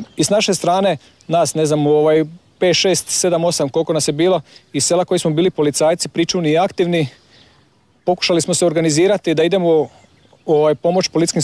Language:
Croatian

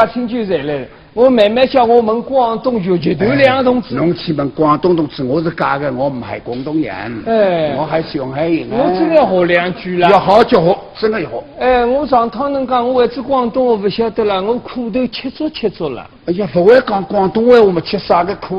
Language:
Wu Chinese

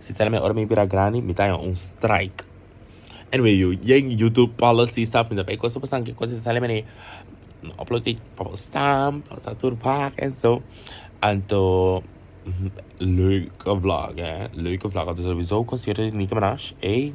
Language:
Papiamento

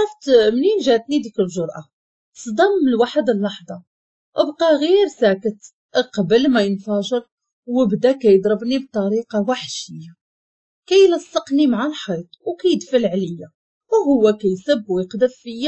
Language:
Moroccan Arabic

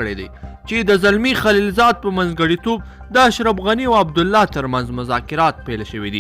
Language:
Pashto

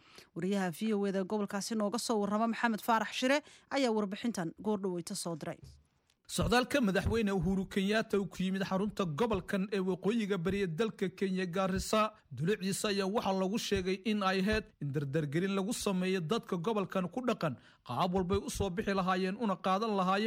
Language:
Somali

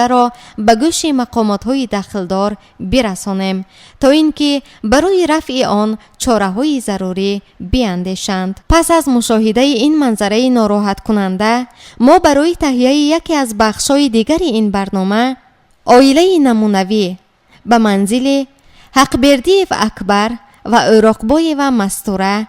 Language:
Tajik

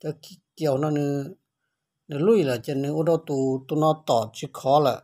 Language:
Hmong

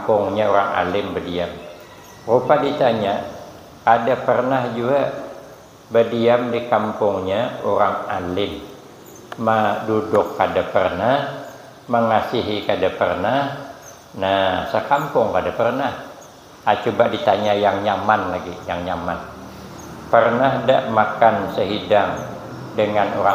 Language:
Banjar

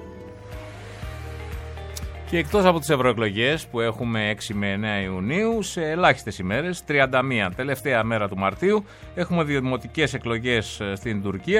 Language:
Greek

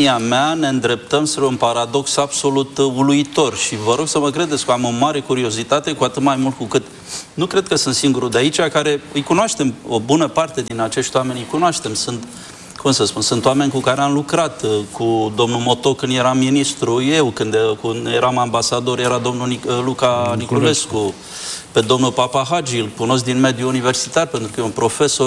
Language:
Romanian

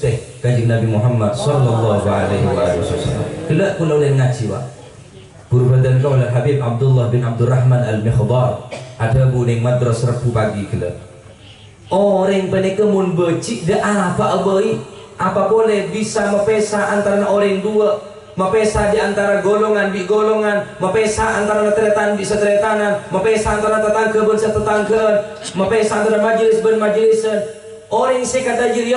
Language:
Madurese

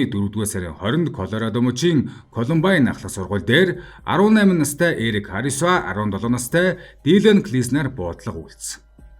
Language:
Mongolian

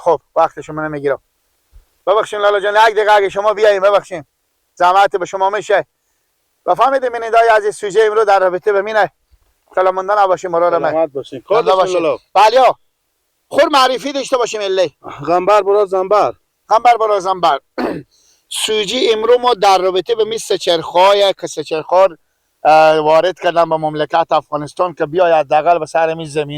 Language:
Persian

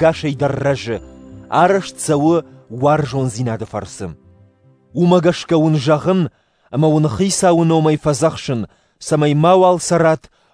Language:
Ossetic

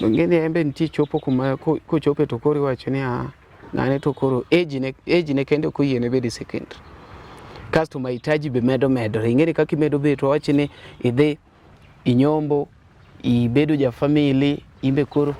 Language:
Luo (Kenya and Tanzania)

